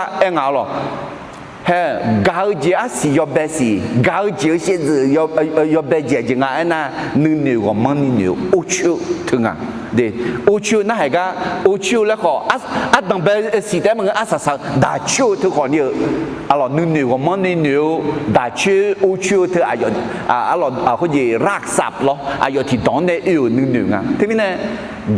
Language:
Akha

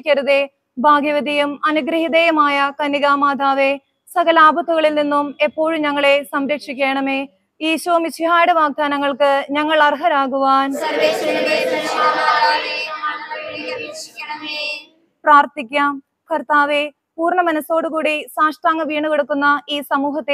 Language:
Malayalam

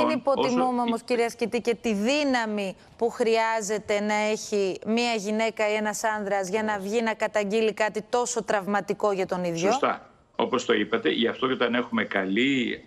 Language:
Greek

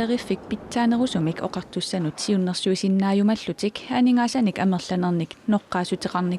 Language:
Kalaallisut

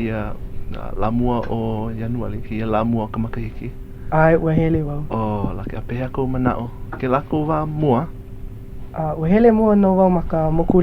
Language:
Hawaiian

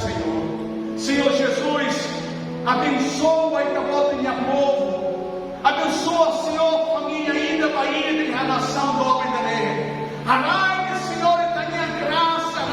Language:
Tetum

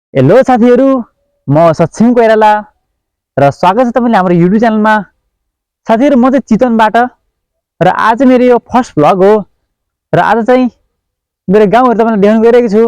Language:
Nepali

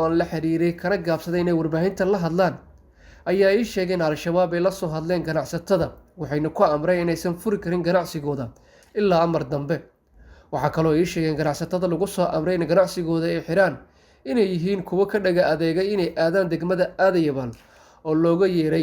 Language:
Somali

